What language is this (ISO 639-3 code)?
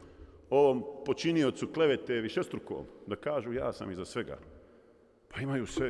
bos